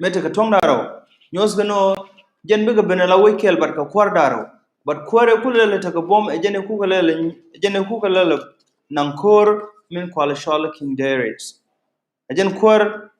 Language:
Nuer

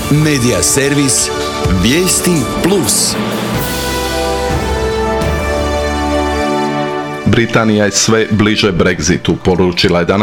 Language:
Croatian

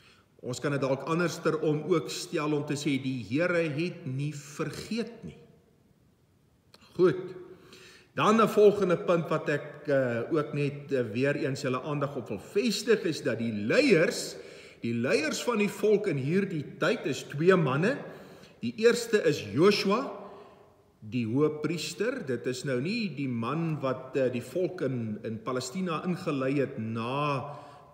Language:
Afrikaans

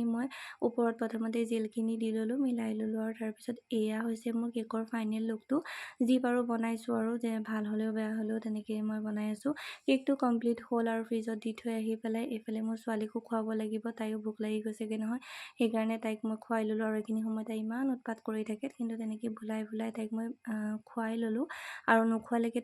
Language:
Assamese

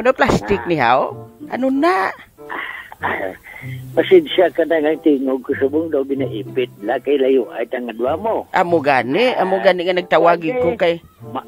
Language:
Hiligaynon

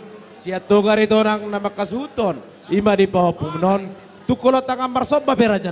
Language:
Batak Toba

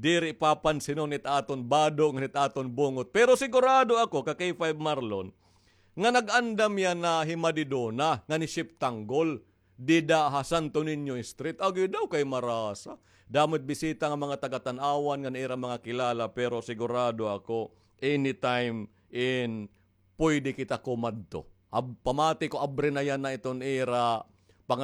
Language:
Waray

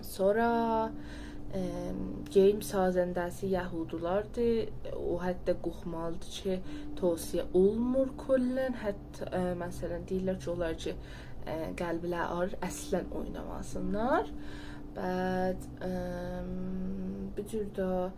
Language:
South Azerbaijani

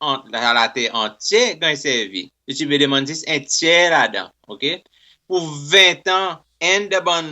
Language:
Seselwa Creole French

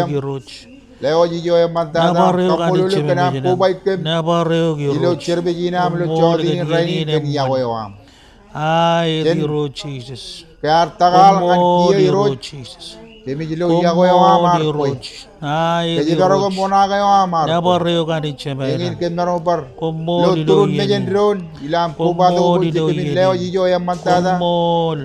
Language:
Marshallese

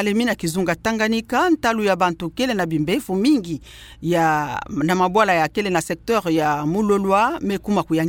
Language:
Kituba (Democratic Republic of Congo)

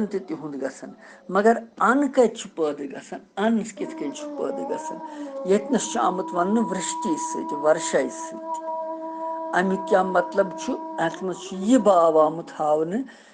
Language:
Kashmiri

